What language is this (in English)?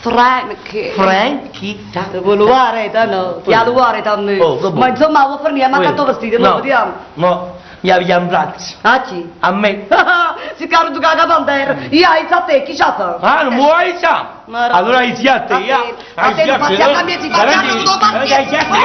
Neapolitan